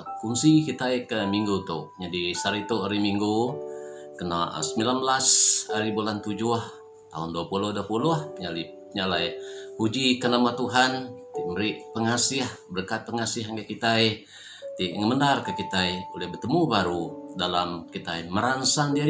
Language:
Iban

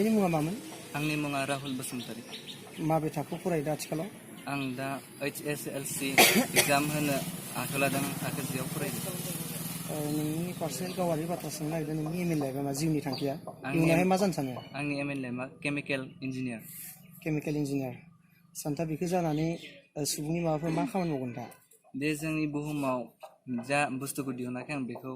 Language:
Bodo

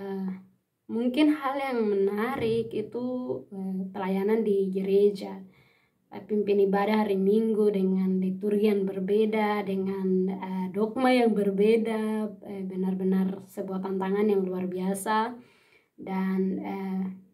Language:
Indonesian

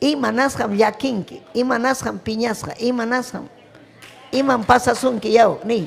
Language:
Ayacucho Quechua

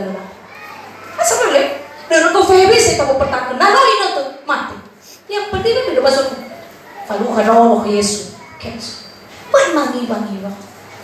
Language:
Nias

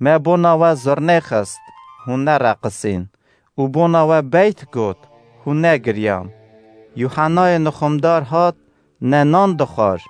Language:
Kurdish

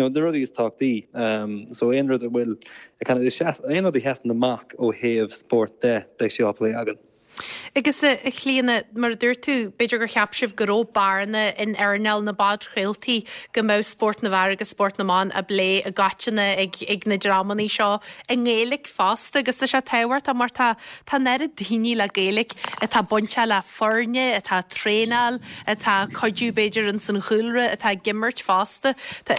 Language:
Irish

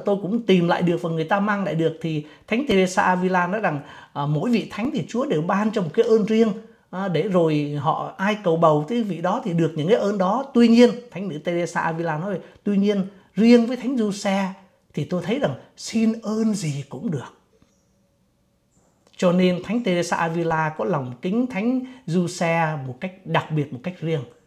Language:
Vietnamese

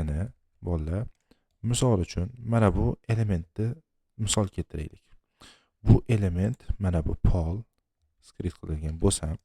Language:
Uzbek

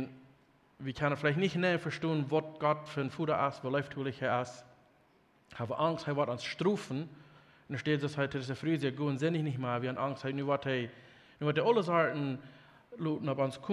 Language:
Plautdietsch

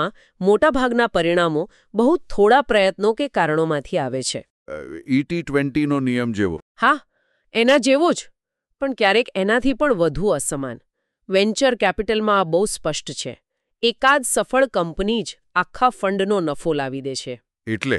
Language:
Gujarati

